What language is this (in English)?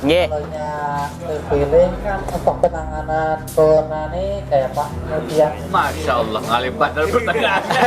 Banjar